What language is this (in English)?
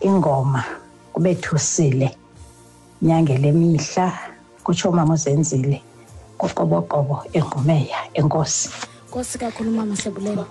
Xhosa